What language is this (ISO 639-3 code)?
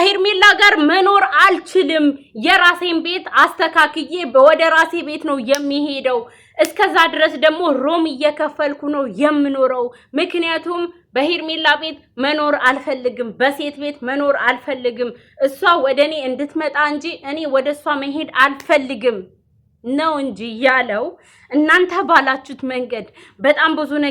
amh